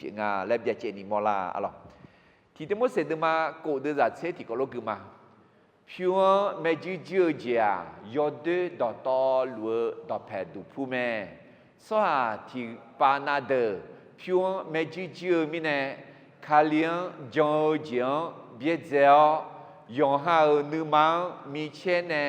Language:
Akha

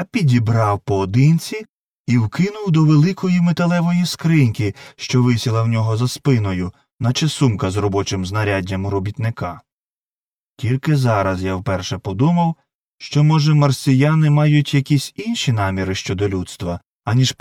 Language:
Ukrainian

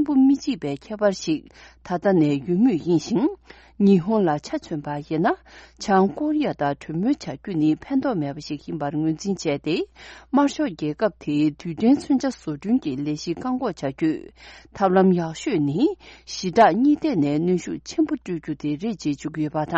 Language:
Tibetan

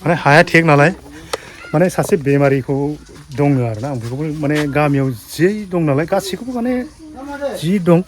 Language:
Bodo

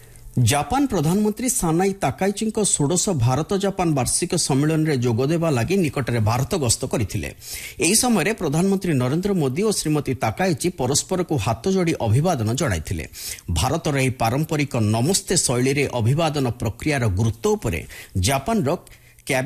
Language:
Odia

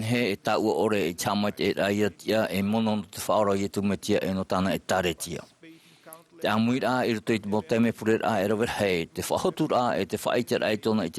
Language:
Tahitian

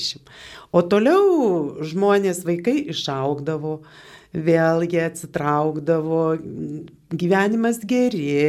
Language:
Lithuanian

